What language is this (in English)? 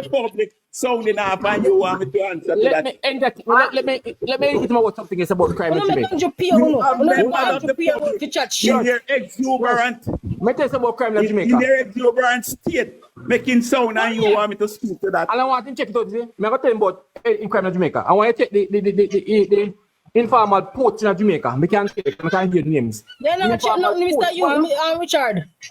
Jamaican Creole English